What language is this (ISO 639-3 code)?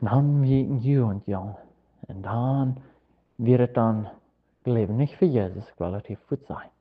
pdt